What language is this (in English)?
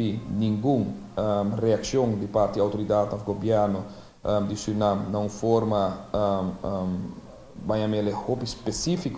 Papiamento